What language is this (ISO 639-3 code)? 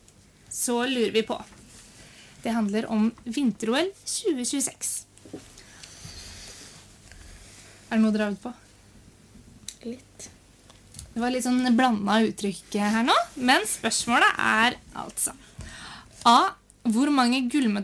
nor